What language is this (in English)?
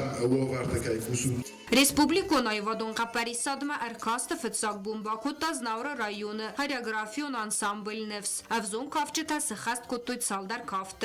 Ossetic